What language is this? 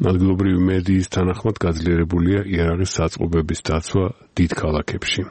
Georgian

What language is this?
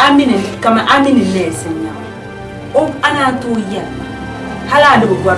Dagbani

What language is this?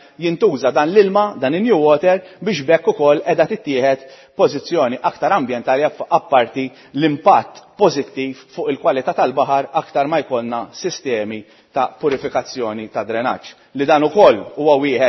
Maltese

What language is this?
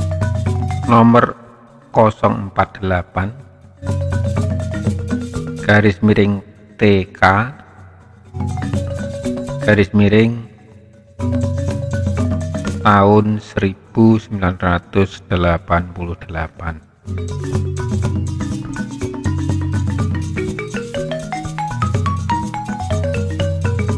Indonesian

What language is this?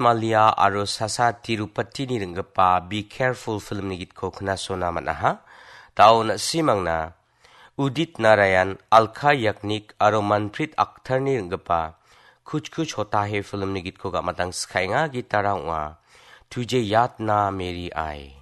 Garo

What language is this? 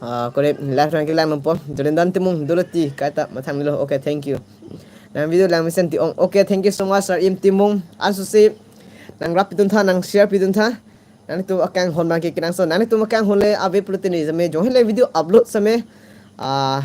Karbi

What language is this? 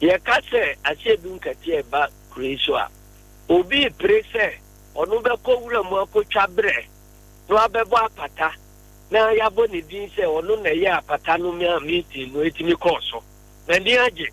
Akan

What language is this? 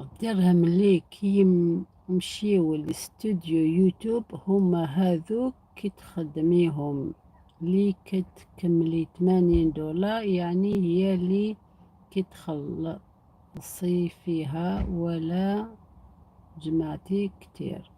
Algerian Arabic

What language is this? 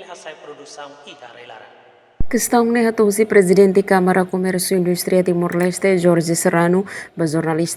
Tetum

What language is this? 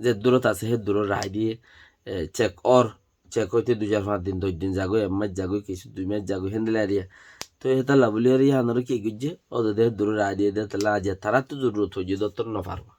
Rohingya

